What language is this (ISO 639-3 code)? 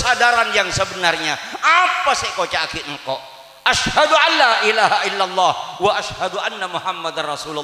mad